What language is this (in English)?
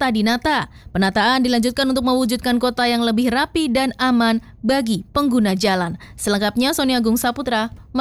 Indonesian